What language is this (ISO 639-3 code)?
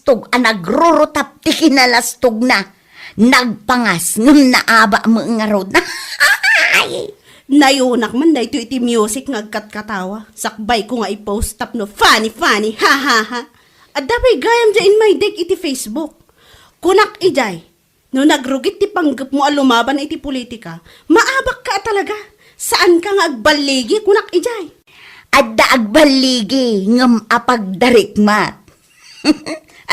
ilo